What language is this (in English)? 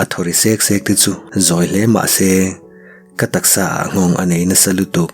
Mizo